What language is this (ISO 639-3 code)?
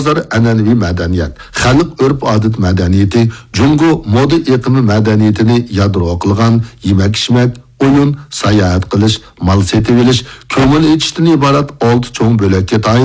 uig